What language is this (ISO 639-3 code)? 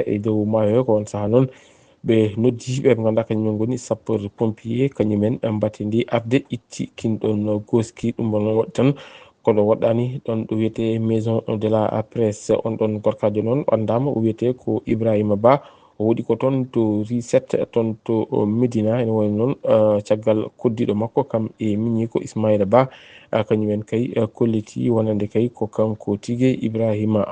ful